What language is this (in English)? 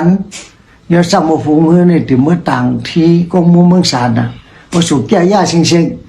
Shan